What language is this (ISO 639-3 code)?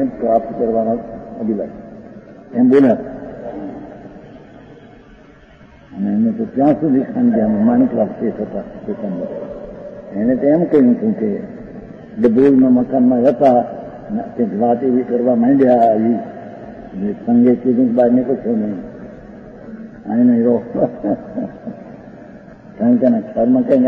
guj